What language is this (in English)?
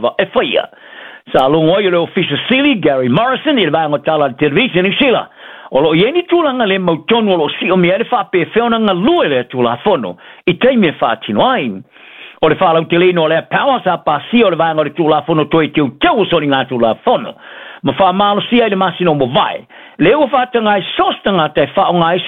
Samoan